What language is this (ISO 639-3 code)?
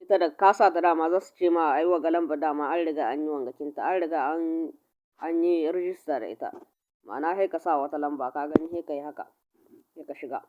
hau